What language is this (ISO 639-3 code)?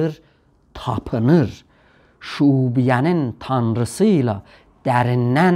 azb